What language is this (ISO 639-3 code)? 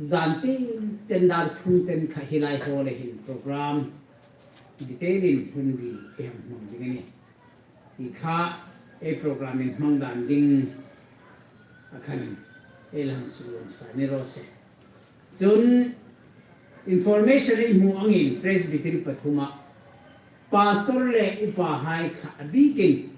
hmr